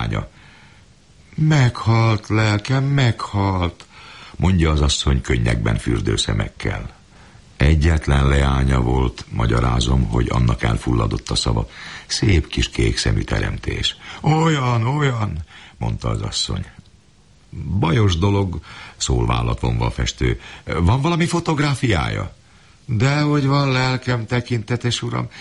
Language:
Hungarian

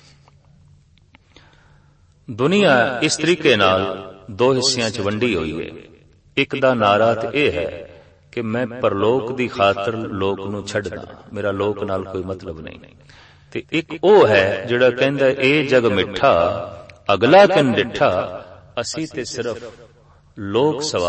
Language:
Punjabi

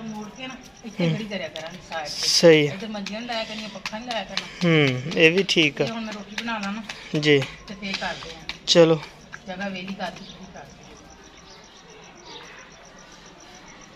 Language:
Punjabi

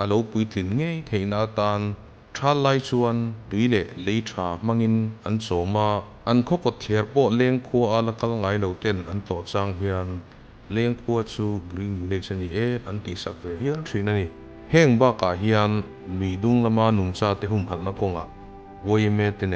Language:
Mizo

